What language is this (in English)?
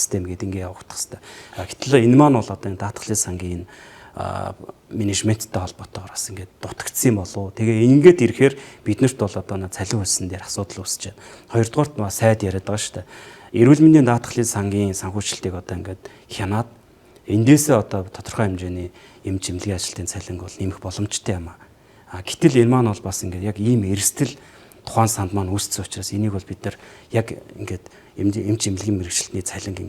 Mongolian